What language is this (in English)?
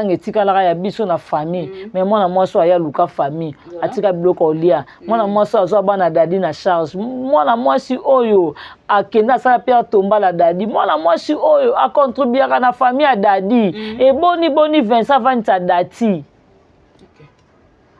Lingala